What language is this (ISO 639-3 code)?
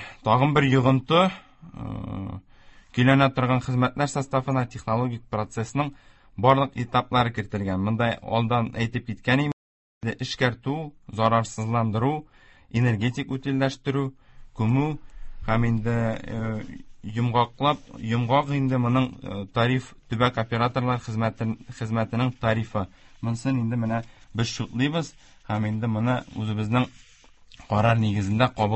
tat